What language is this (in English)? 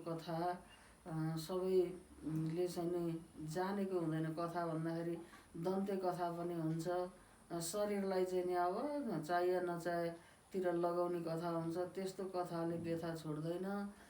Nepali